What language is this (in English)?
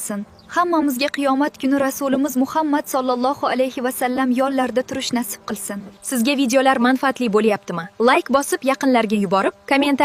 Uzbek